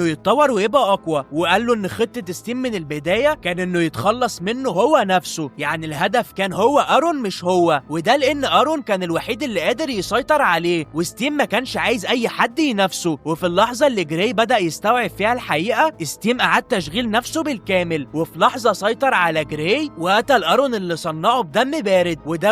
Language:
Egyptian Arabic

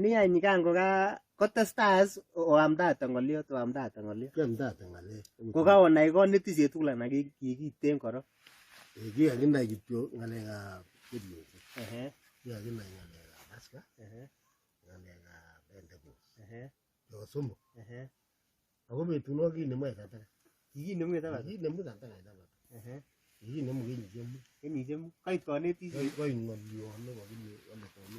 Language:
Kalenjin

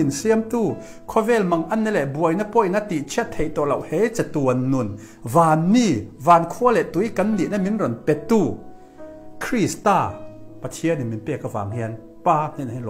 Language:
Mizo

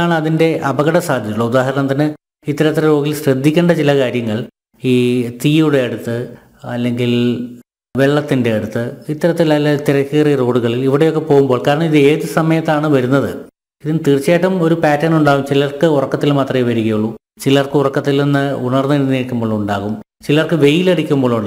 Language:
Malayalam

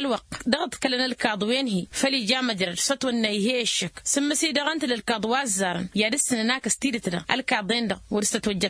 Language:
Tamasheq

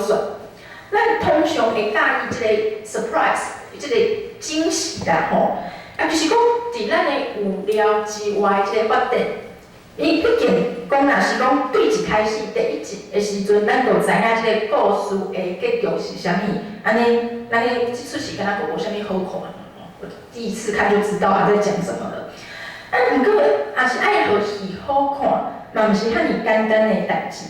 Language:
Min Nan Chinese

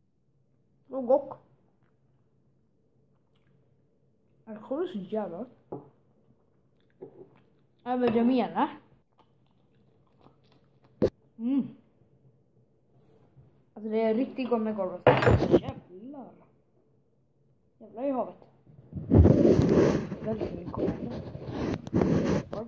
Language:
Swedish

